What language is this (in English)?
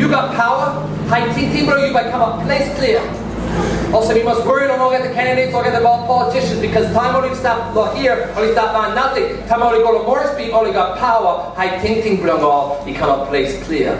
Tok Pisin